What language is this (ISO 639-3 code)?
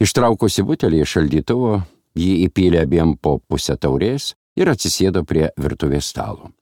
lit